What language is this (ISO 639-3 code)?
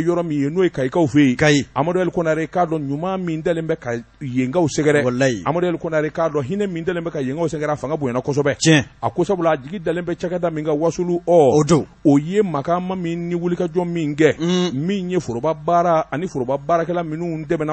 bam